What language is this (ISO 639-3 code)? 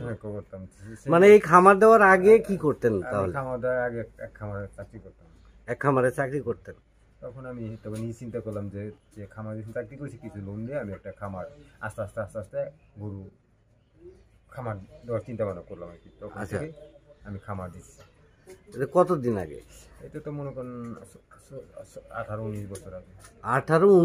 ben